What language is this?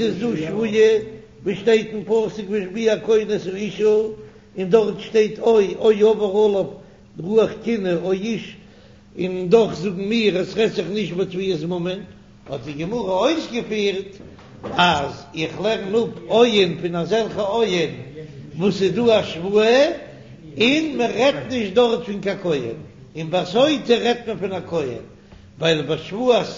Yiddish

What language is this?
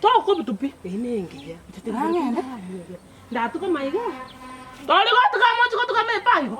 Gusii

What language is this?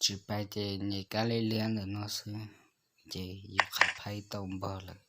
Hmong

